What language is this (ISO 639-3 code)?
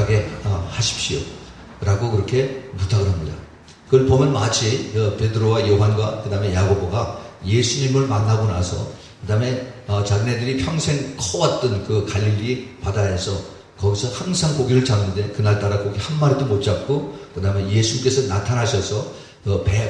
kor